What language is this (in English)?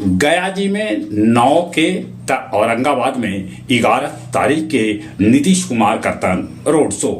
Magahi